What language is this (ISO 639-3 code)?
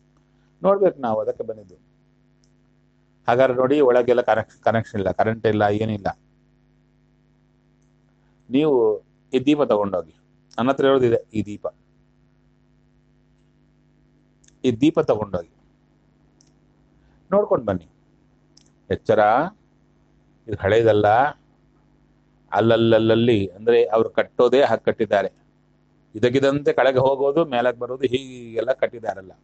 kan